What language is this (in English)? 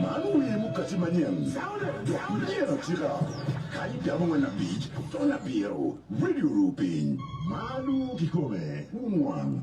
Acoli